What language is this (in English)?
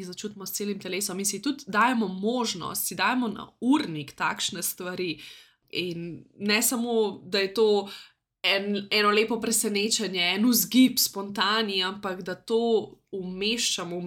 Slovenian